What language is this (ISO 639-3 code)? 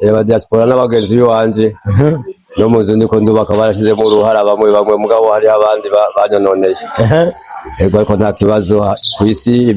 run